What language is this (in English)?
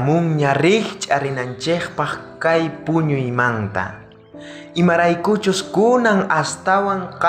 South Bolivian Quechua